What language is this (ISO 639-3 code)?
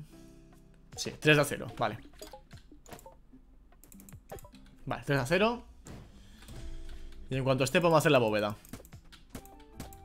spa